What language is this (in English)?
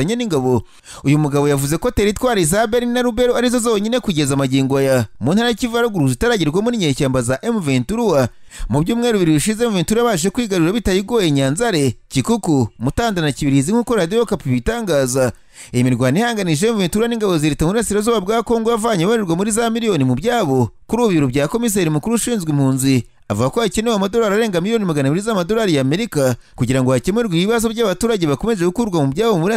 Kinyarwanda